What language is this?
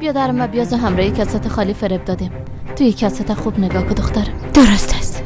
Persian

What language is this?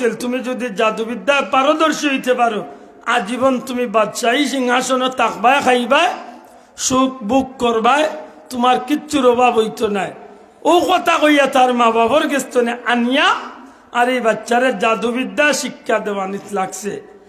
Sylheti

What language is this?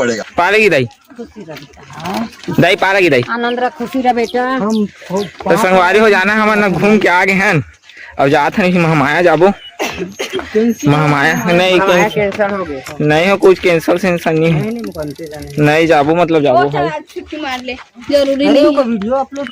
Chhattisgarhi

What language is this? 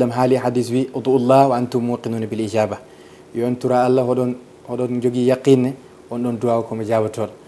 Fula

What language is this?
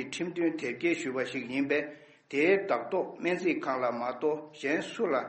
Tibetan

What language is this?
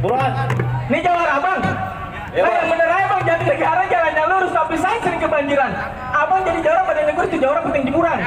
Betawi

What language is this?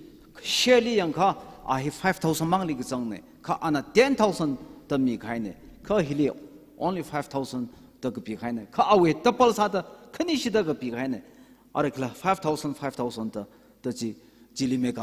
Tangkhul Naga (India)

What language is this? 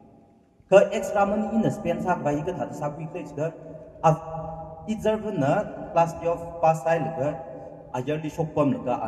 Tangkhul Naga (India)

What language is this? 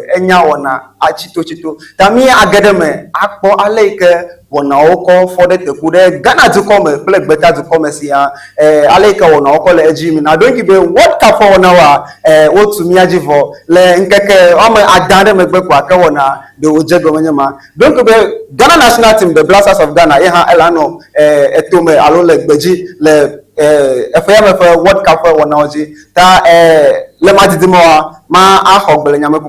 Ewe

